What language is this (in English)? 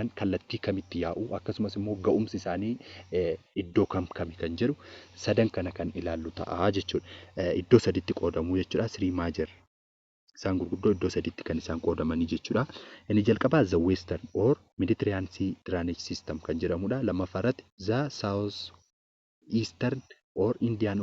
Oromo